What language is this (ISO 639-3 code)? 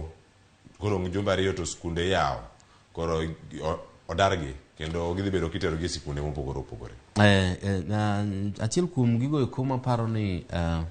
luo